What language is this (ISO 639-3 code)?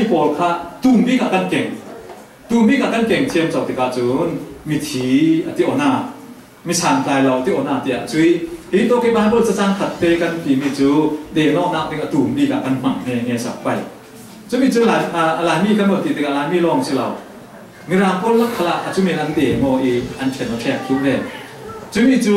cfm